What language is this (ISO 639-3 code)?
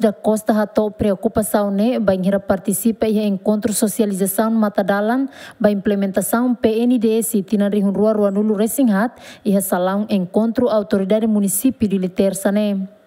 tet